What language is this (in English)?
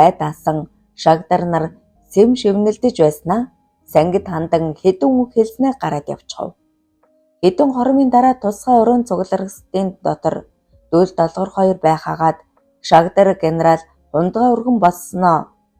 Mongolian